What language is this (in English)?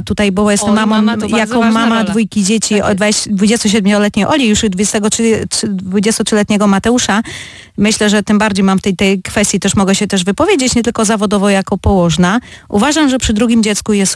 Polish